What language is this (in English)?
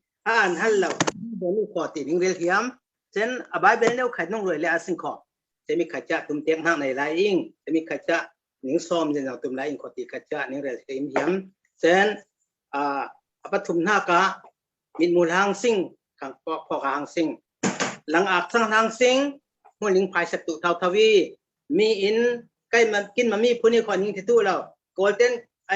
Falam Chin